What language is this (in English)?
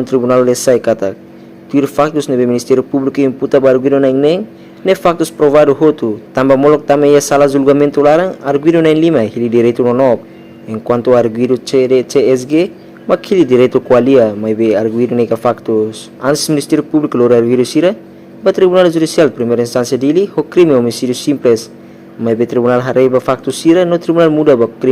Tetum